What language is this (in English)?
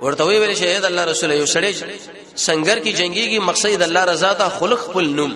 Pashto